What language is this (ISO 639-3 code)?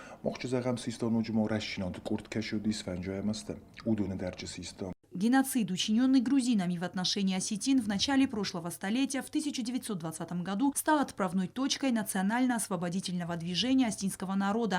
oss